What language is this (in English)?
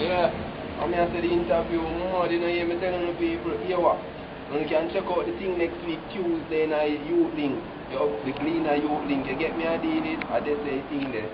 Jamaican Creole English